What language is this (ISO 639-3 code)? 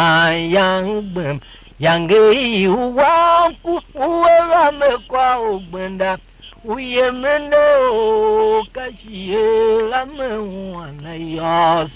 tiv